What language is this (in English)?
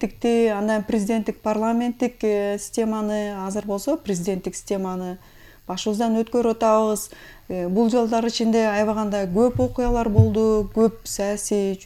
Kyrgyz